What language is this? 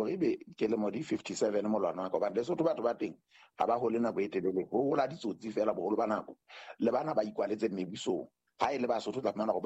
Southern Sotho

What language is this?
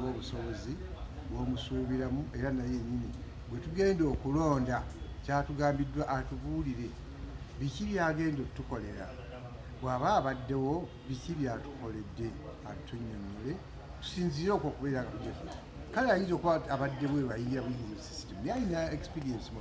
Ganda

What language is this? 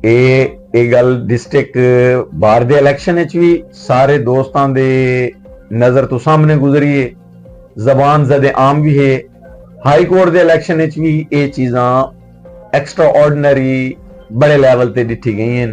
Western Panjabi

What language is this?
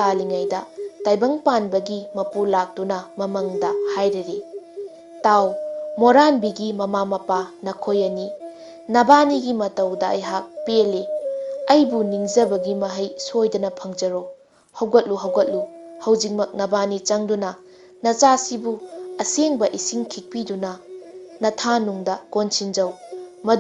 Manipuri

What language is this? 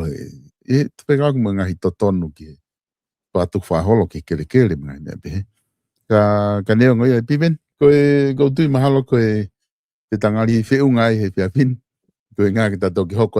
Tongan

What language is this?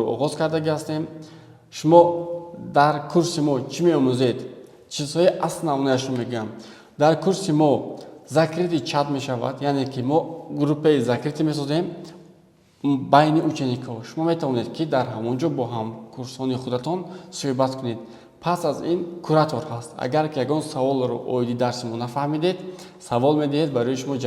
Tajik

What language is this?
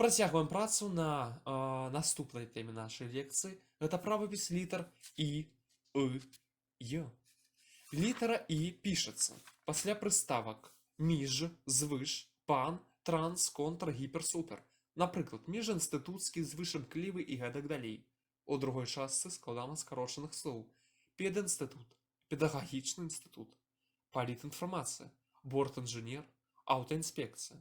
Belarusian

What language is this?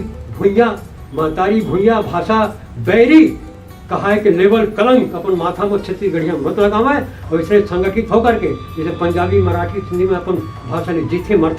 Chhattisgarhi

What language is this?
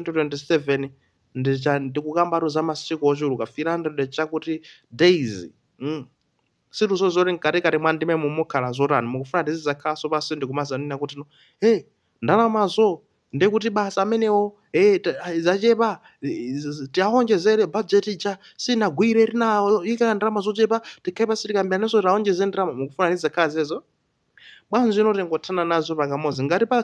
Nyanja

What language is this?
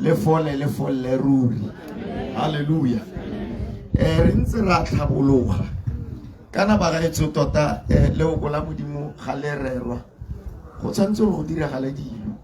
Tswana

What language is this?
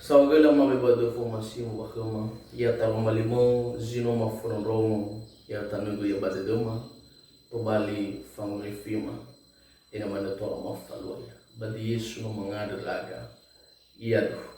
Nias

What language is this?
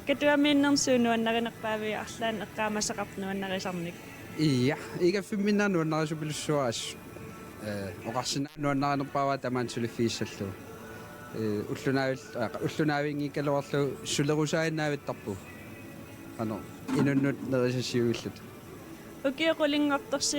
Kalaallisut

